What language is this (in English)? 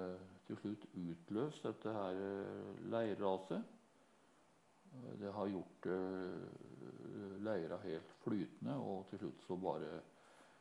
Norwegian